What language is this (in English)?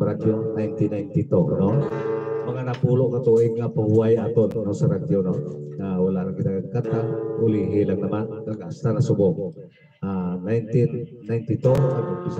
Hiligaynon